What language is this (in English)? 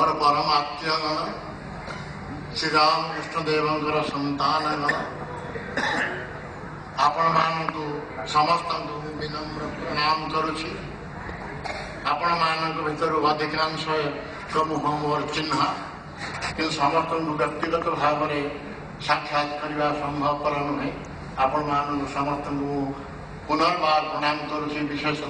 Odia